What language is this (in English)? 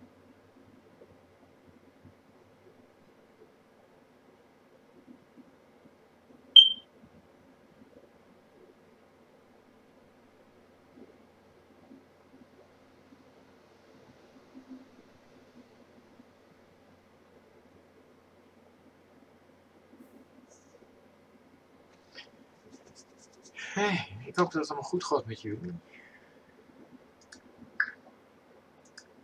Dutch